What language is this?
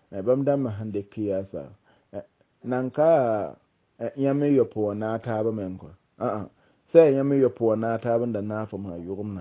Mossi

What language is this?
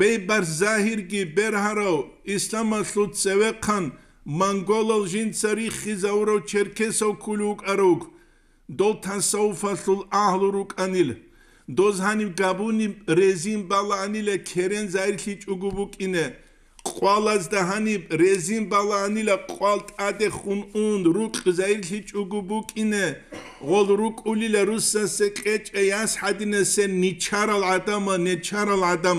Avaric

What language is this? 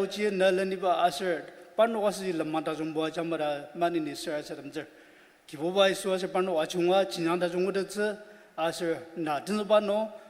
Ao Naga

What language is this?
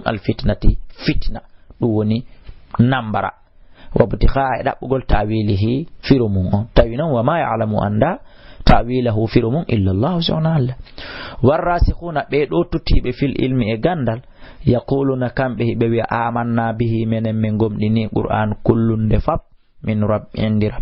Fula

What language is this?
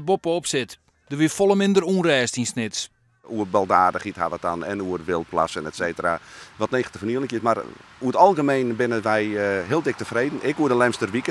Western Frisian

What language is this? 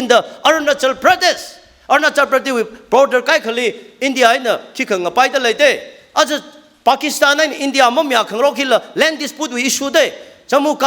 Tangkhul Naga (India)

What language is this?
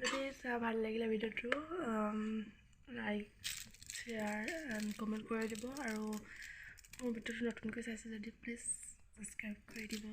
Assamese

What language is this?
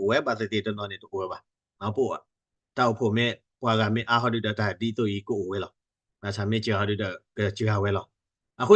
S'gaw Karen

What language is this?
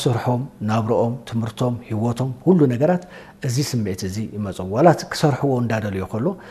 Tigrinya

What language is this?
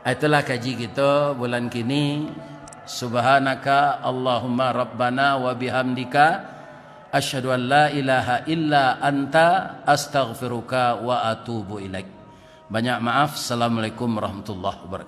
Minangkabau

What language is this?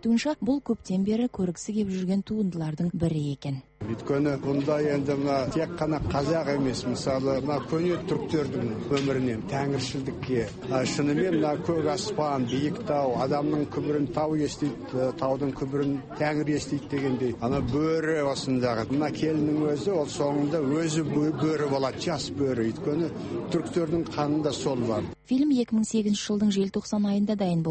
Kazakh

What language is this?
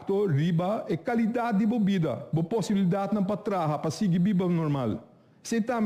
Papiamento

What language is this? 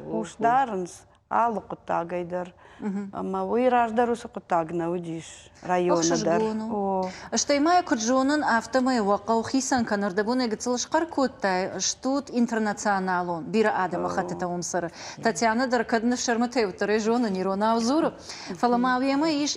Ossetic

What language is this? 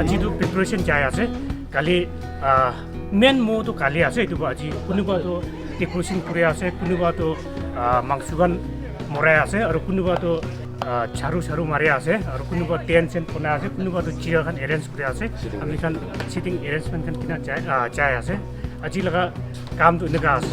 Naga Pidgin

